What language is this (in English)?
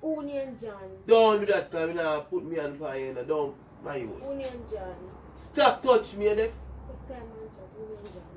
Jamaican Creole English